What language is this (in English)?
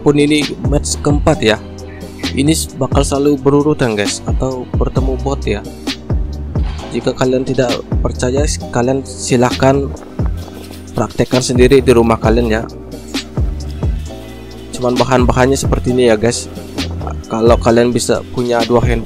Indonesian